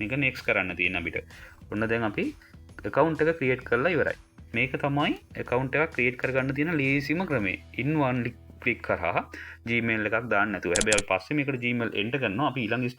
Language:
Sinhala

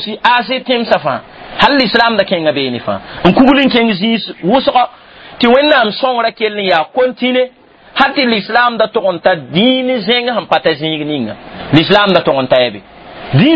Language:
Mossi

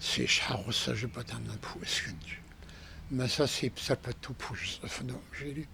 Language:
Kabardian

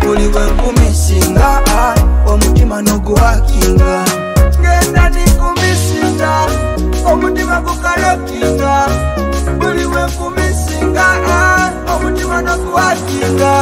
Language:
Nyoro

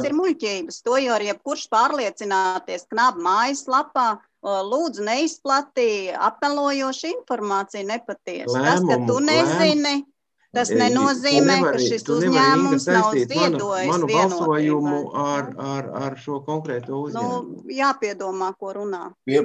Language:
Latvian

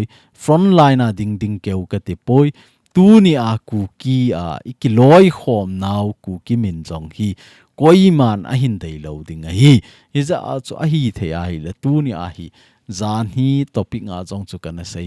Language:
Thado Chin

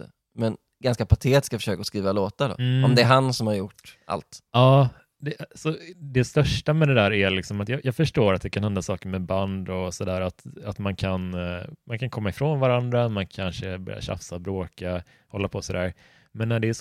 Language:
Swedish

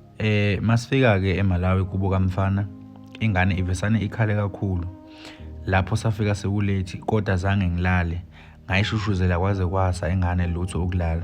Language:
Zulu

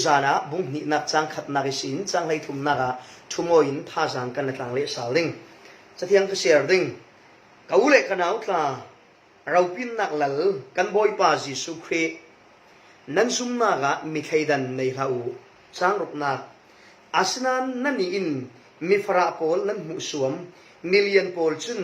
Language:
Falam Chin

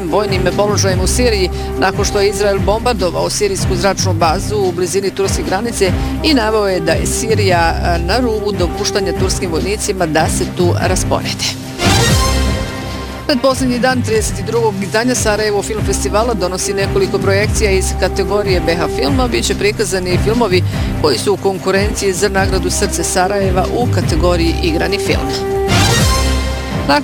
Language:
Bosnian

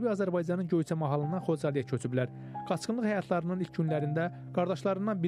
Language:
Azerbaijani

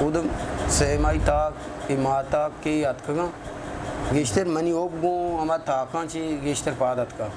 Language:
Eastern Balochi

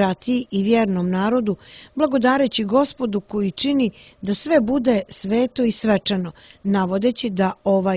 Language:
Serbian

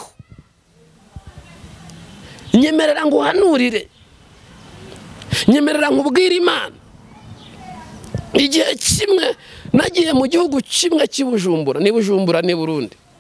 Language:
Kinyarwanda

